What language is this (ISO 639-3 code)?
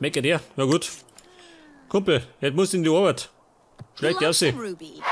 bar